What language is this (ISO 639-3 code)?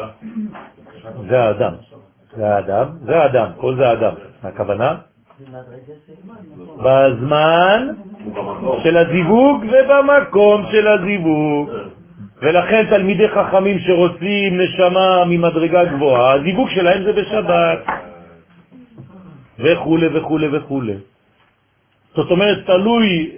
heb